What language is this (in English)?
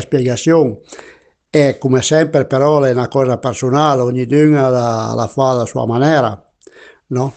Piedmontese